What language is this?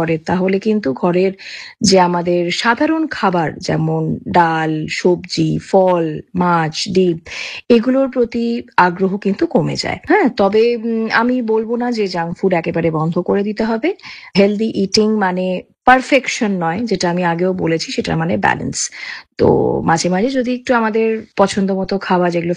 Bangla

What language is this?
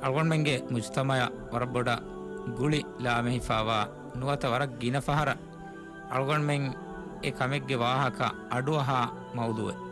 Divehi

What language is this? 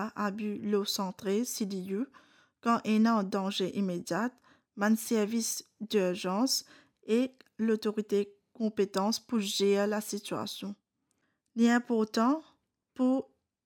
Morisyen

